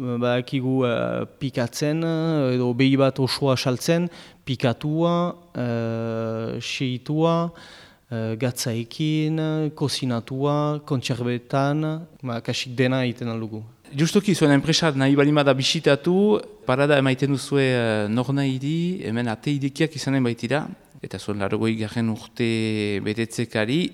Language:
Basque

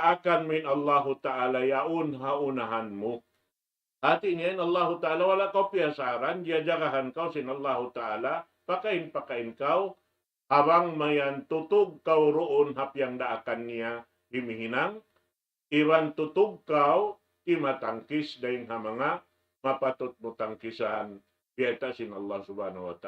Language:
Tausug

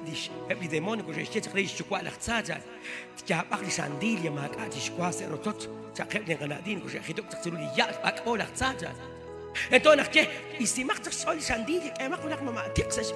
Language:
Kekchí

